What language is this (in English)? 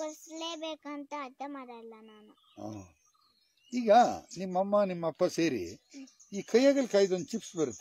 Kannada